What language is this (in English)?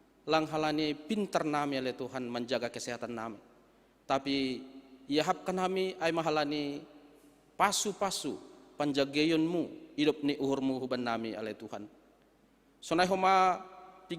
Batak Simalungun